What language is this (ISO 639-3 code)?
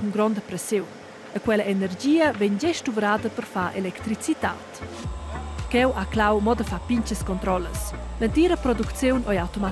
roh